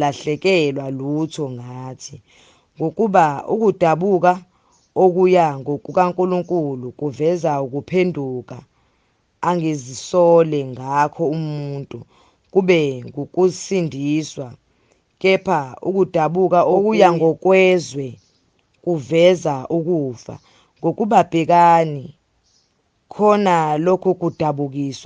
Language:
Zulu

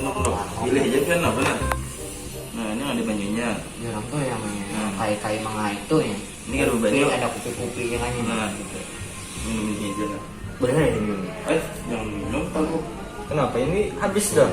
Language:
Banjar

